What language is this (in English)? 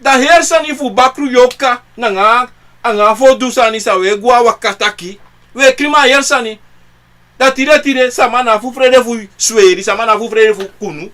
Sranan Tongo